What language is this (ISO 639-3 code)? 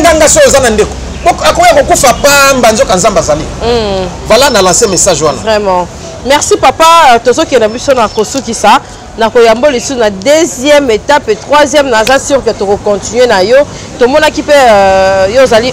lin